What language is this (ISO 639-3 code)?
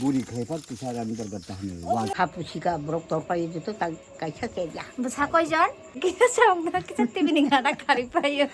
trp